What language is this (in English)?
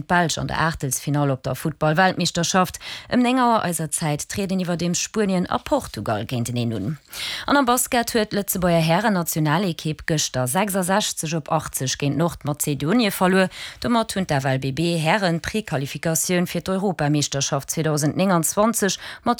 Luxembourgish